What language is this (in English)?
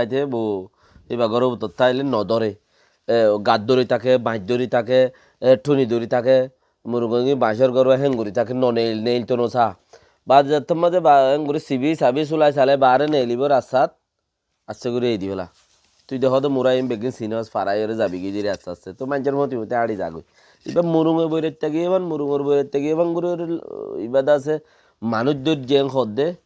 Rohingya